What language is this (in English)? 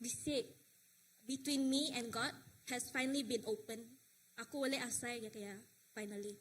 Iban